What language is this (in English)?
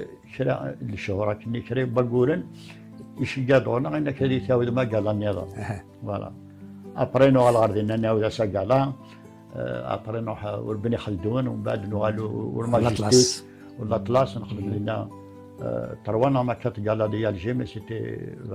Kabyle